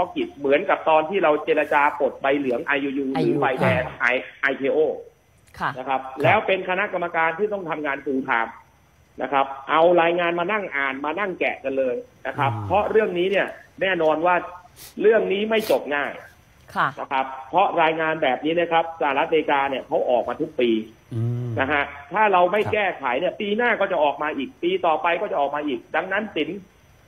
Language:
Thai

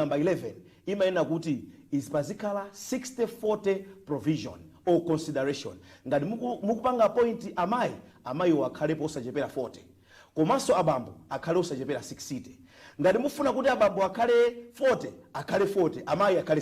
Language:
Nyanja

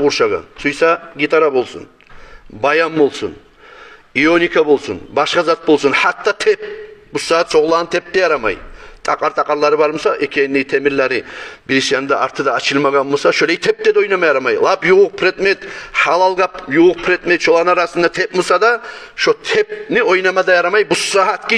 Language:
Kumyk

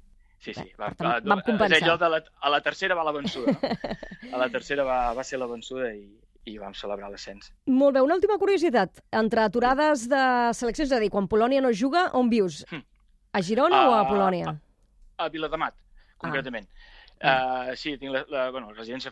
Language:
Catalan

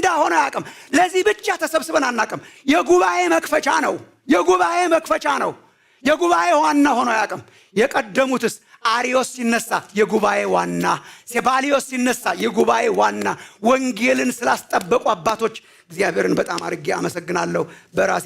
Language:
Amharic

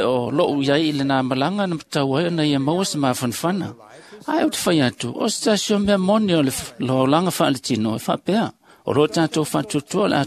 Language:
Samoan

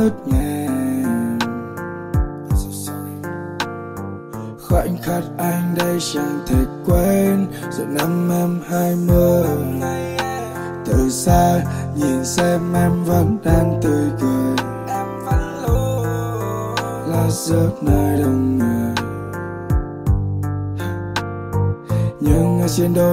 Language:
Vietnamese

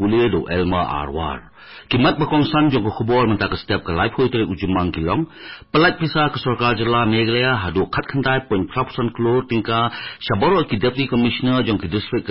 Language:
Khasi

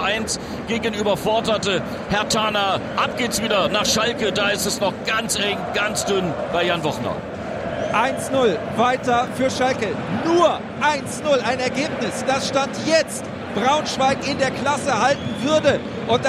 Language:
German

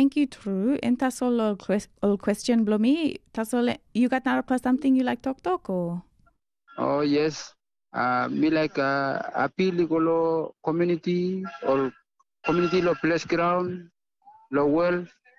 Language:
Tok Pisin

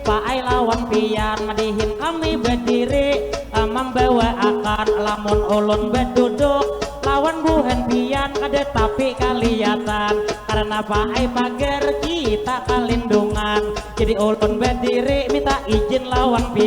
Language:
Banjar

